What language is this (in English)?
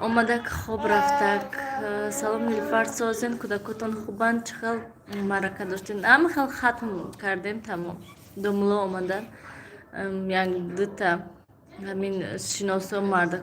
Tajik